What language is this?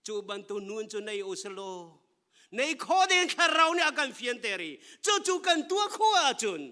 Hakha Chin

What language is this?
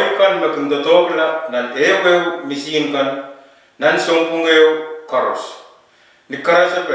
Pohnpeian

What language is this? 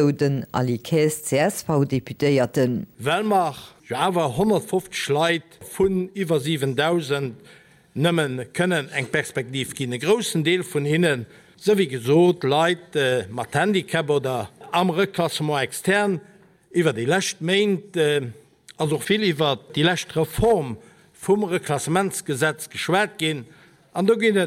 Luxembourgish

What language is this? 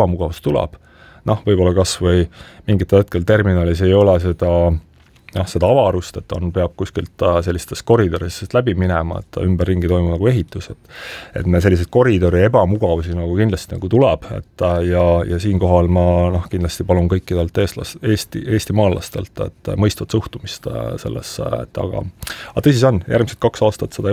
Estonian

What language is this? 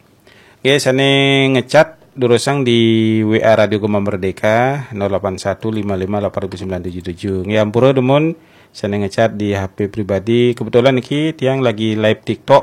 Balinese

